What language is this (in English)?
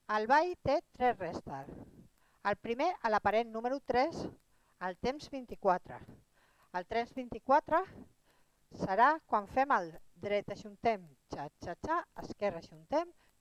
Catalan